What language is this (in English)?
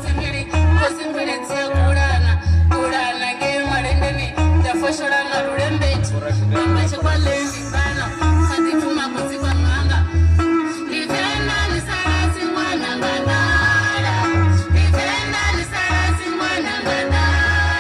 Venda